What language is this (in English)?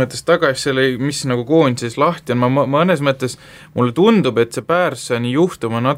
Estonian